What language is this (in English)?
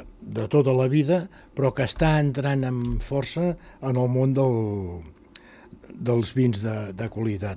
Catalan